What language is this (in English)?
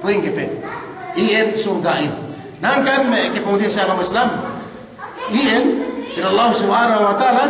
Yakan